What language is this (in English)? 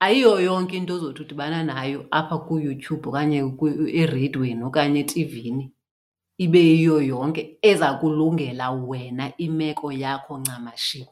Xhosa